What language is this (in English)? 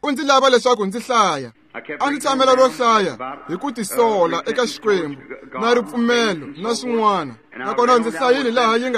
Tsonga